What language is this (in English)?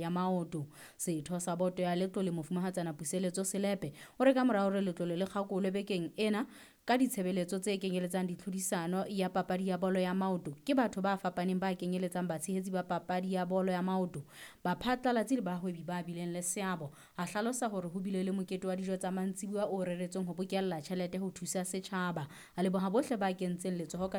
Southern Sotho